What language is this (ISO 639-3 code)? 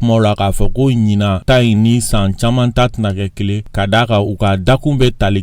bam